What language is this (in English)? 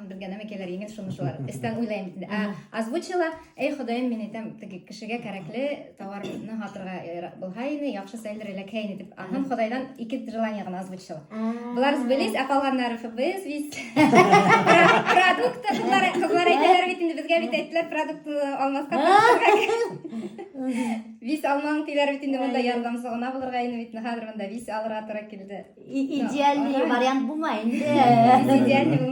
Bashkir